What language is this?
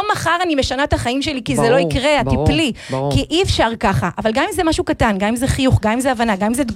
Hebrew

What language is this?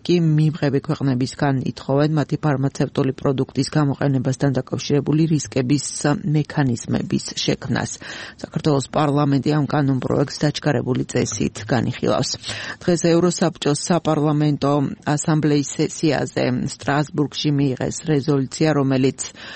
Georgian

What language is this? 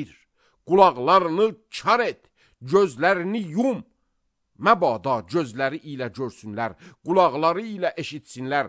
Azerbaijani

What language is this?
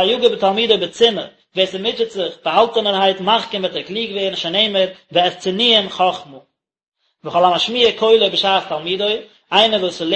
Yiddish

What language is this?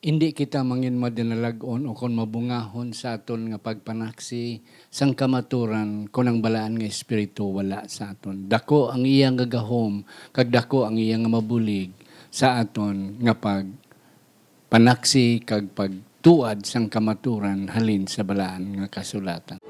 Hiligaynon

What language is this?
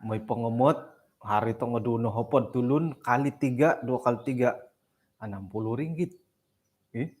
Central Dusun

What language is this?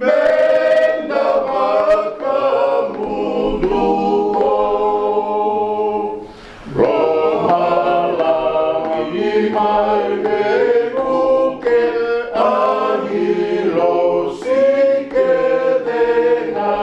Fijian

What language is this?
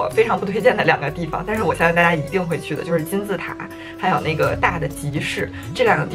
Chinese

